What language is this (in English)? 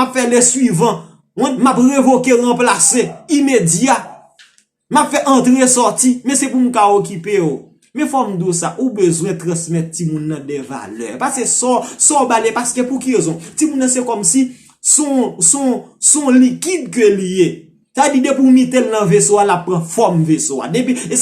Haitian Creole